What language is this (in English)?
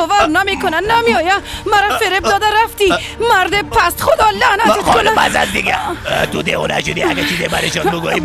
Persian